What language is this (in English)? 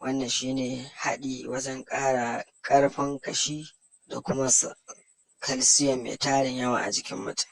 Hausa